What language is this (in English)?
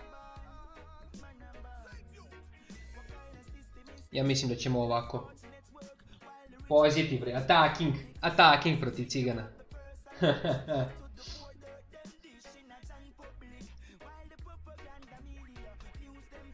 Serbian